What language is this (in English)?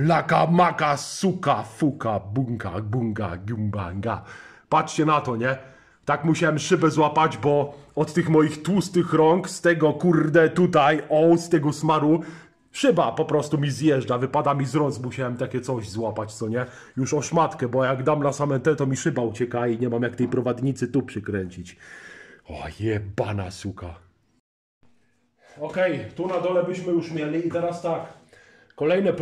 Polish